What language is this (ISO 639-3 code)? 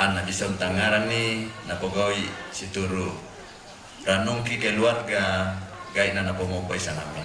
sda